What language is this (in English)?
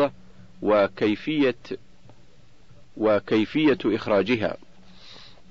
Arabic